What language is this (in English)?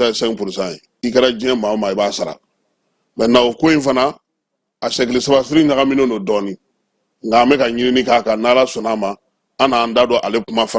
Bambara